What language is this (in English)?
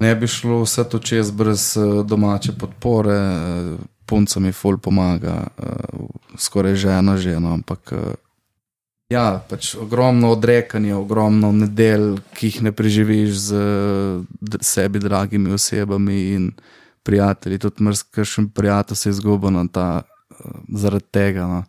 Slovenian